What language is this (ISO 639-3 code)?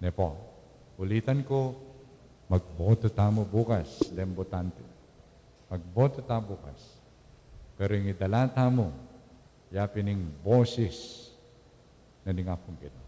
pam